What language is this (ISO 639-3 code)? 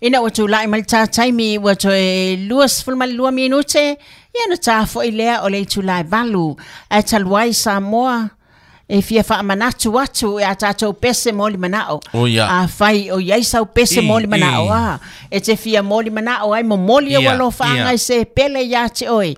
smo